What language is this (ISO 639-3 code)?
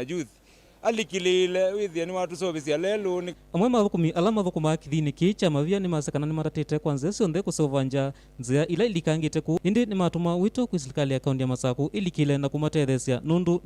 kam